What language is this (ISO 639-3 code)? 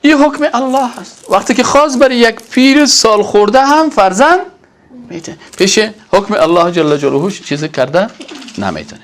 fas